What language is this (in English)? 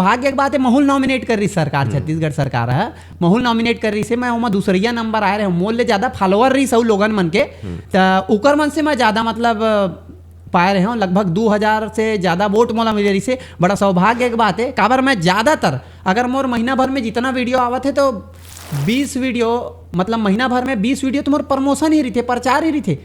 Chhattisgarhi